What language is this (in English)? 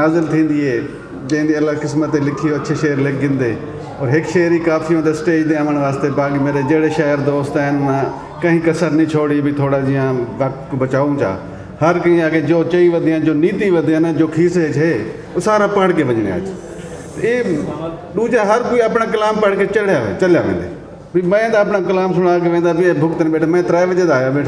Saraiki